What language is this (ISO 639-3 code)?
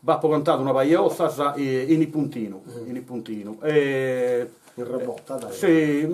srd